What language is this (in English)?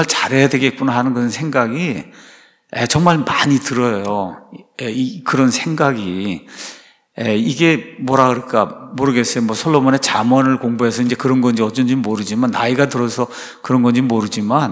Korean